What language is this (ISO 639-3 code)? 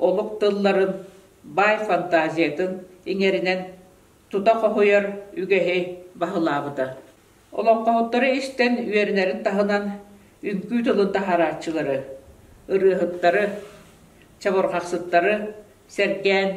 sah